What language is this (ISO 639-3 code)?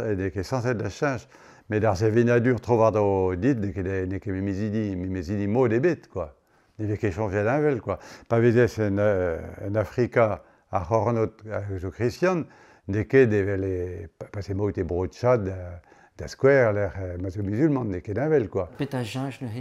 bre